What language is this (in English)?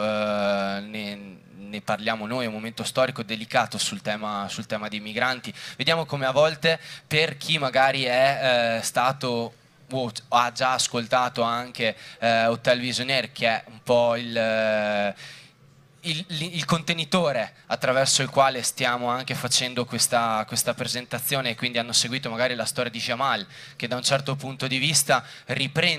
Italian